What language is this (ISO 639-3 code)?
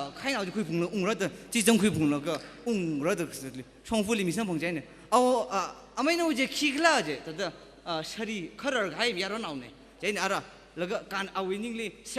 nmf